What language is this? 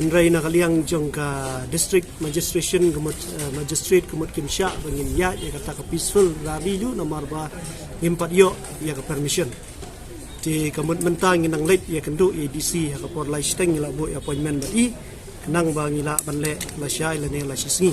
Khasi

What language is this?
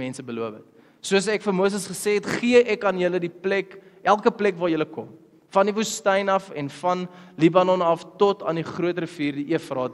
Afrikaans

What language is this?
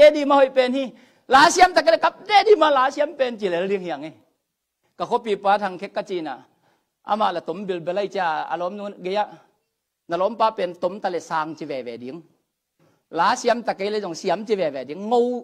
Tedim Chin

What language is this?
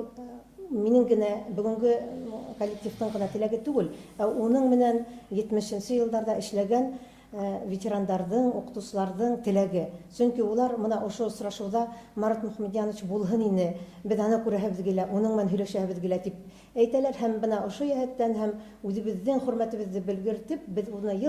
Bashkir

